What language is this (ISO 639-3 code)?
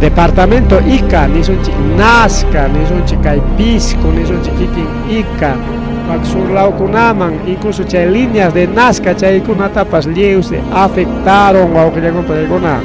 quy